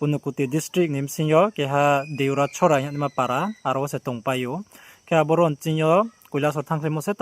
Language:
Riang (India)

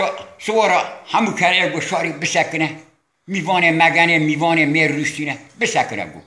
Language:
Kurdish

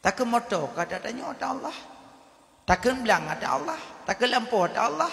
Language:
Achinese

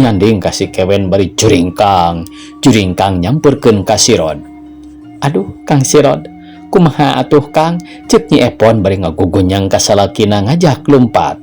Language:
Sundanese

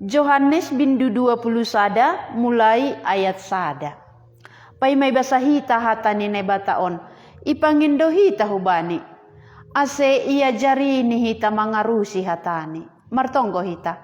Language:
Batak Simalungun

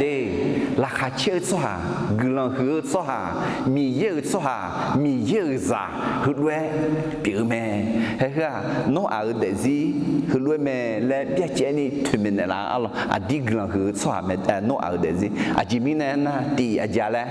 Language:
Akha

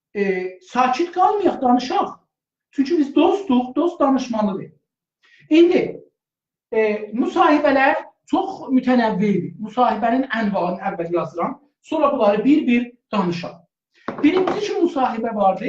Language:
South Azerbaijani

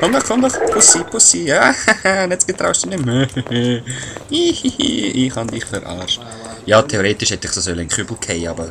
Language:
Swiss German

